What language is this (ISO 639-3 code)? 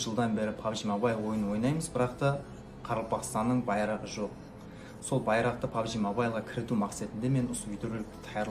kaa